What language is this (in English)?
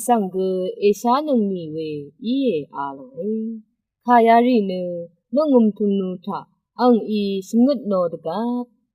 Rawang